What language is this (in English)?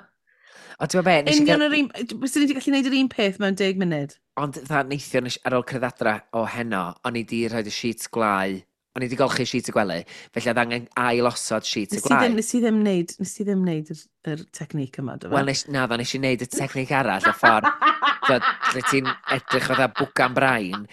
Welsh